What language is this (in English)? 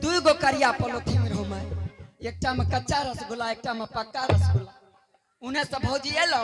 Angika